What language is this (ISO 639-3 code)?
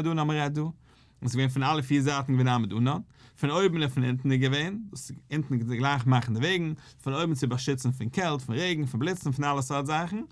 yid